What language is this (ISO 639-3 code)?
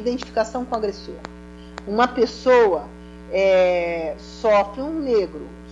por